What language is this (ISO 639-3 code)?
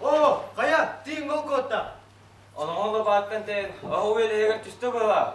sah